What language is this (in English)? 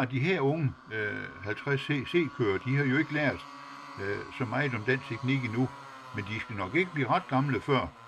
Danish